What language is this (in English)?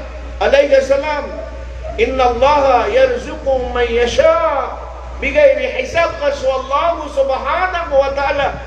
Maranao